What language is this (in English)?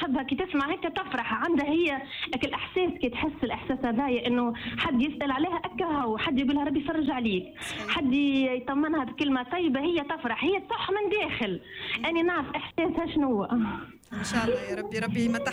Tunisian Arabic